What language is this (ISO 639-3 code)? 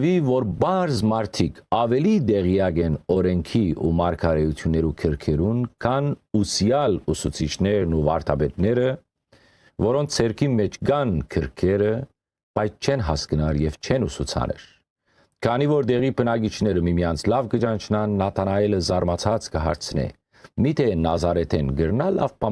hyw